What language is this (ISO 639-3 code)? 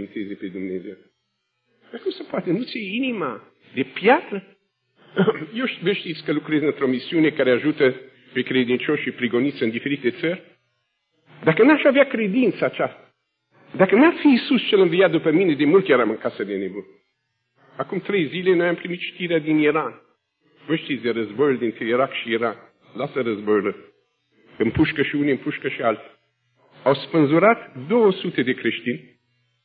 ron